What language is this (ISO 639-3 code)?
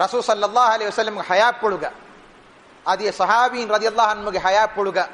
div